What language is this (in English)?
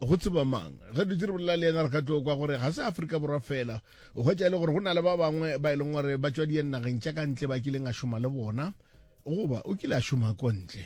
Northern Sotho